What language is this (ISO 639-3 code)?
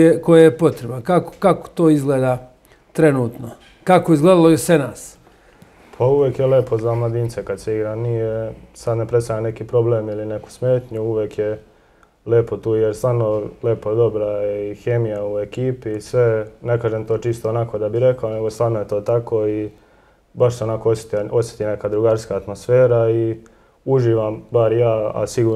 srp